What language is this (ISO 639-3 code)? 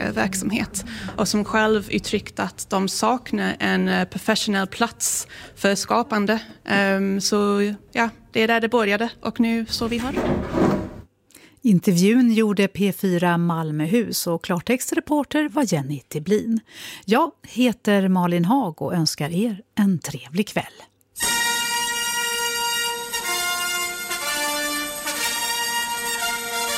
swe